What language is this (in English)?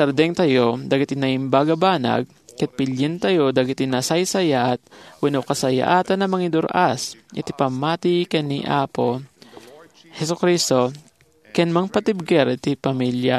Iloko